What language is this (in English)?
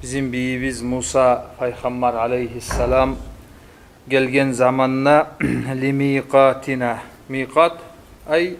Kumyk